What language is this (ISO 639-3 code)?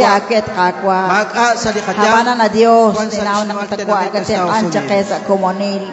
kek